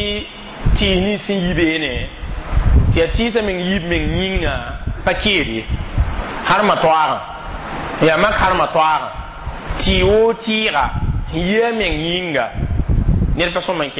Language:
Mossi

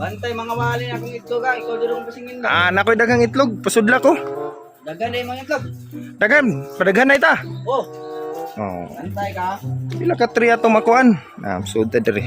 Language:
Cebuano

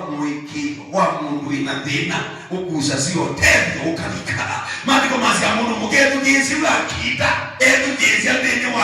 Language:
Kamba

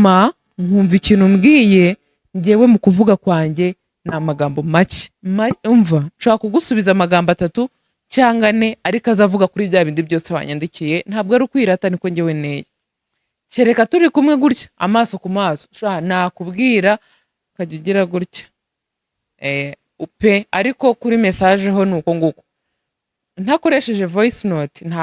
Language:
Kinyarwanda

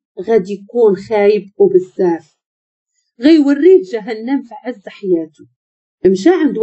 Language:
Moroccan Arabic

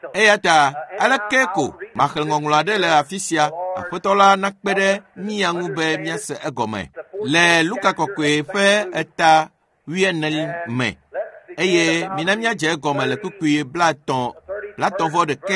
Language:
Ewe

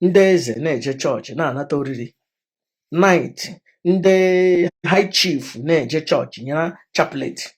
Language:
Igbo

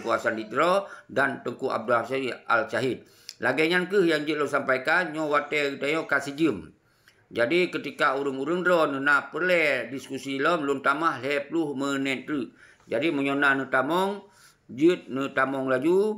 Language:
Achinese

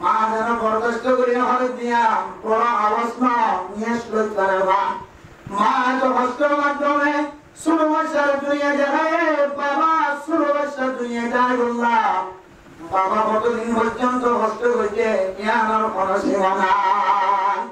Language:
Rohingya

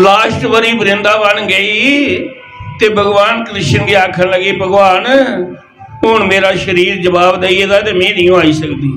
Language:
Dogri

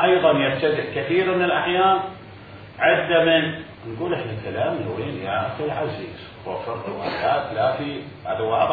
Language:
Mesopotamian Arabic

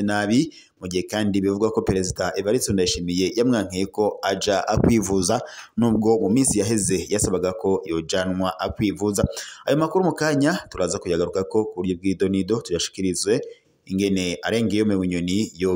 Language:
Rundi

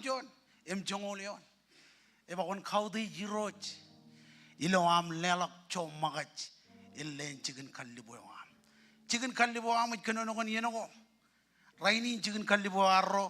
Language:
Marshallese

